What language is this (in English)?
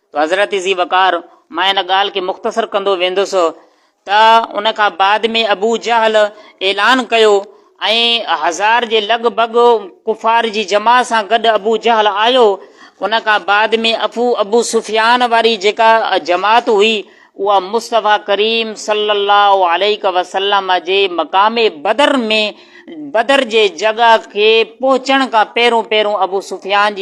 Sindhi